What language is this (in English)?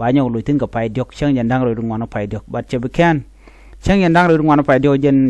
Nuer